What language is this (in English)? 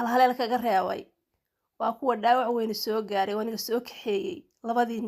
Somali